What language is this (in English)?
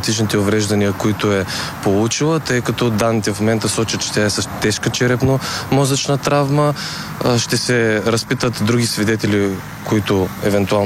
Bulgarian